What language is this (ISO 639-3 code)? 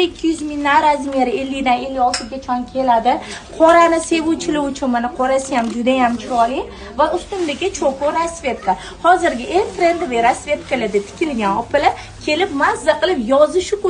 uzb